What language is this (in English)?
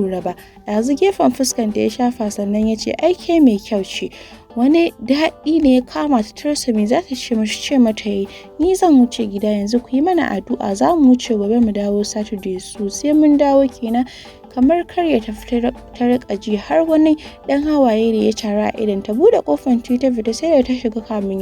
Hausa